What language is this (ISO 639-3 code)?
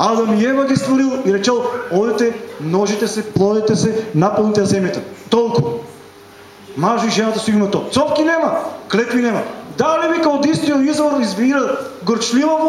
mkd